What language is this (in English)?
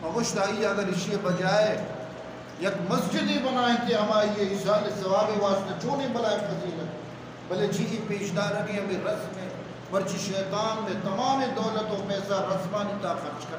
Eastern Balochi